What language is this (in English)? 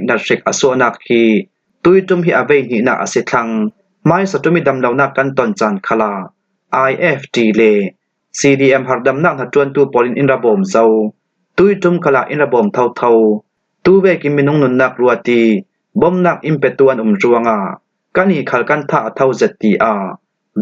Falam Chin